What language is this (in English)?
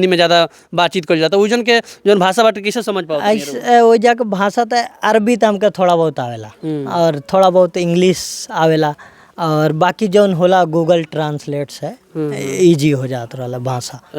Bhojpuri